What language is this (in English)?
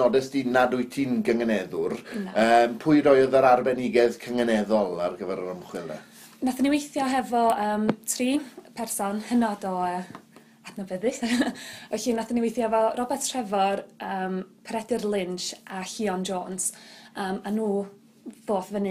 Welsh